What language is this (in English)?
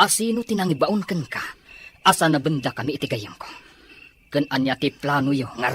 Iloko